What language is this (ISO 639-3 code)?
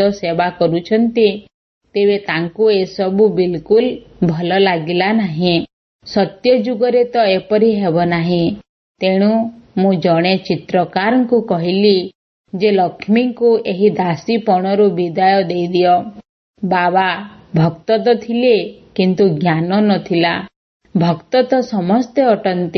ori